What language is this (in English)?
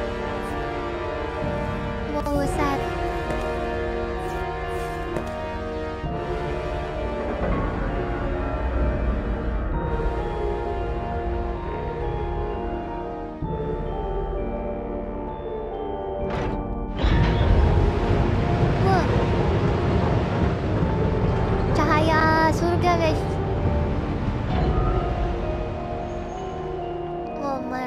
Indonesian